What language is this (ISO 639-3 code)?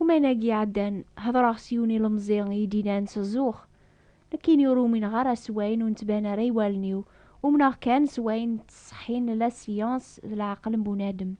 kab